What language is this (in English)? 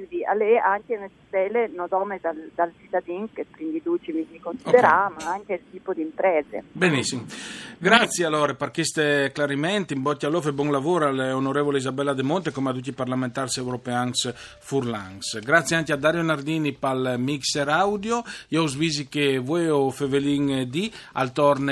Friulian